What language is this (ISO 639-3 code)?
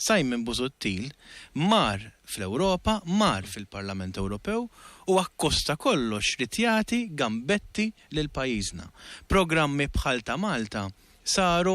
mlt